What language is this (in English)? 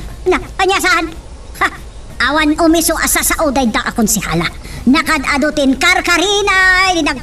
Iloko